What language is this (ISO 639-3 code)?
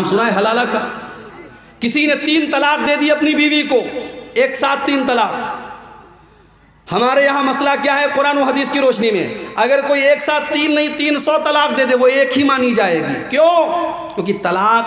urd